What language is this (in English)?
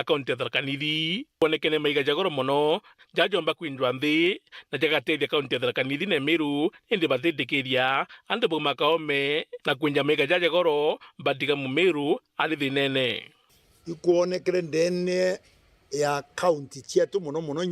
Meru